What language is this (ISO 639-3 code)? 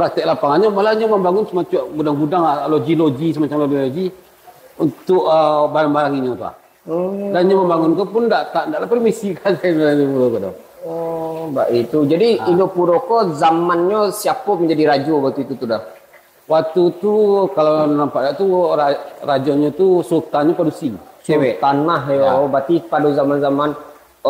min